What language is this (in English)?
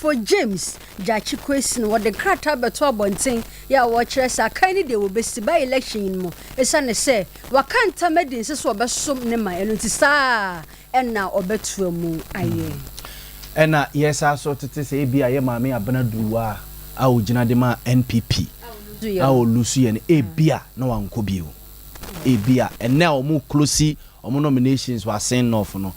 Akan